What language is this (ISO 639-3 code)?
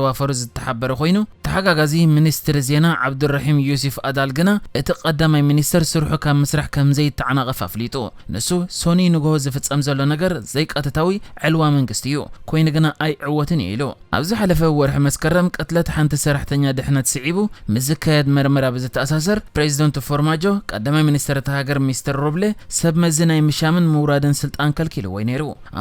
tir